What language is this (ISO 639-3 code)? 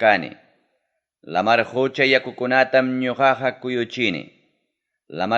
quy